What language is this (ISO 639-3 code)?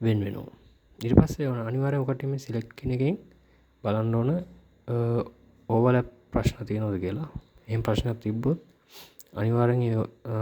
sin